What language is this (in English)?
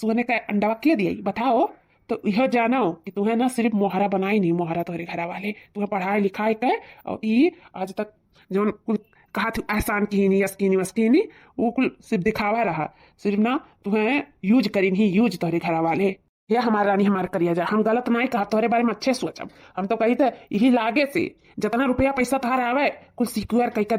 Awadhi